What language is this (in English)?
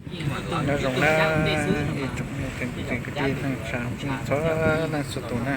Hmong